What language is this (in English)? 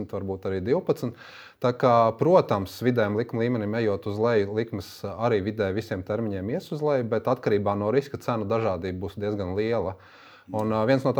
Latvian